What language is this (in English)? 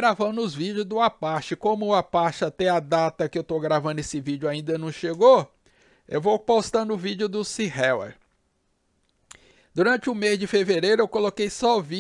Portuguese